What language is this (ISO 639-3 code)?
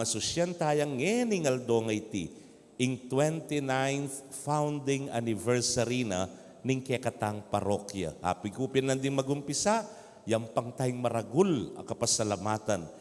pam